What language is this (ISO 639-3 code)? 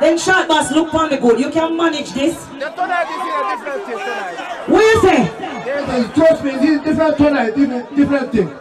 jam